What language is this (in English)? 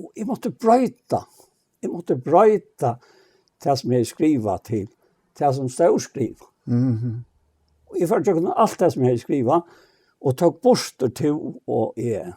Faroese